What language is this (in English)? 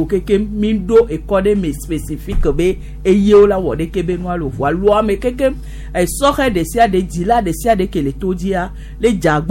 Gen